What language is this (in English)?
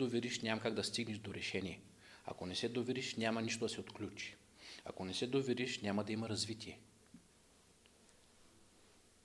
Bulgarian